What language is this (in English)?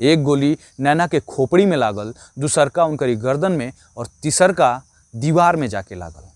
Bhojpuri